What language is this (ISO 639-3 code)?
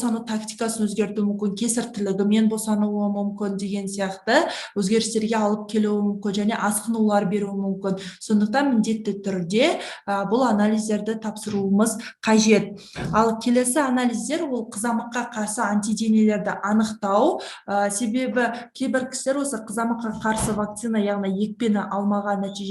kaz